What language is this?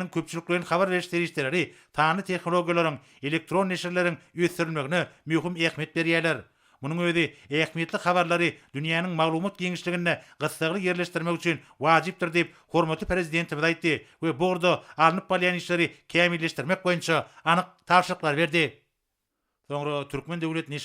Turkmen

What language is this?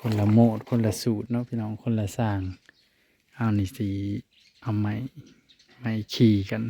Northeastern Thai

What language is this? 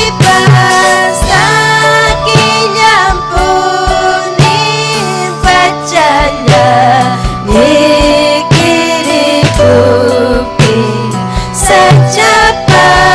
Ayacucho Quechua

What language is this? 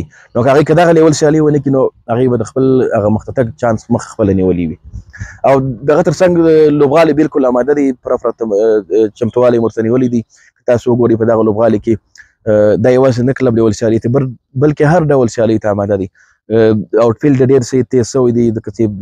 Pashto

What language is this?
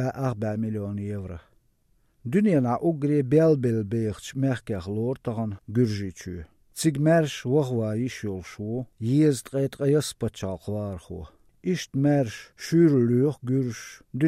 Chechen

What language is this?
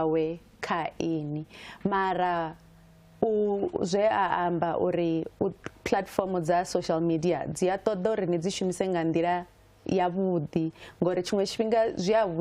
Venda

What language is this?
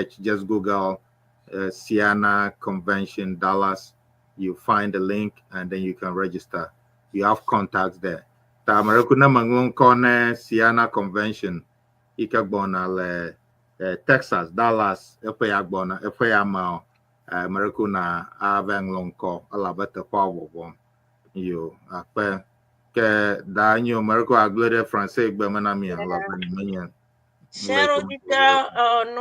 Ewe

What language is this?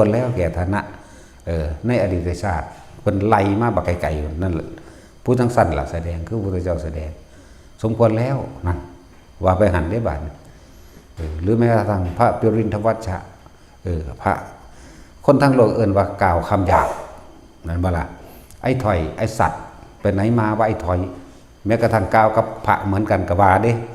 Northeastern Thai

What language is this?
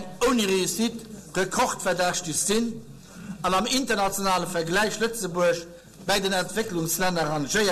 Luxembourgish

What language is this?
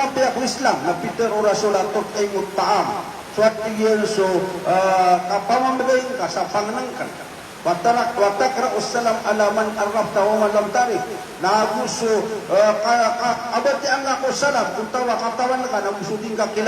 Maranao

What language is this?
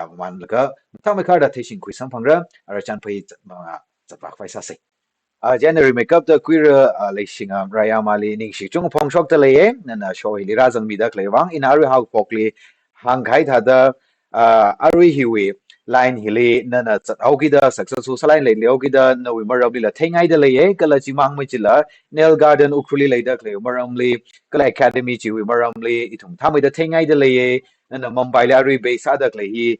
Tangkhul Naga (India)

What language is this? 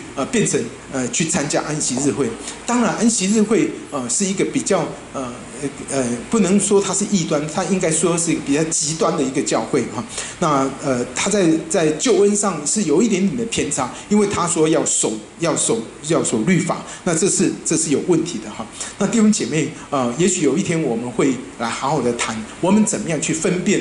Chinese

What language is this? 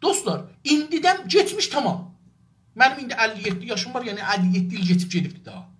South Azerbaijani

